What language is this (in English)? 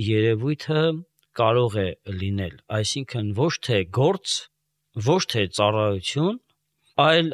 Armenian